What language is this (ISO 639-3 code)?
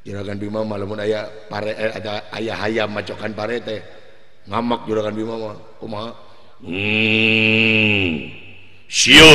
sun